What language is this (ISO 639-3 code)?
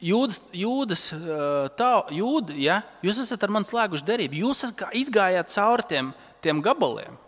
lav